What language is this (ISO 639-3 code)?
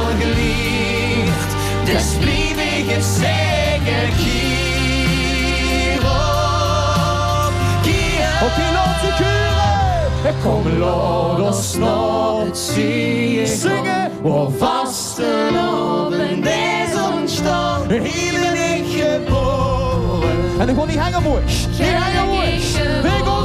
lim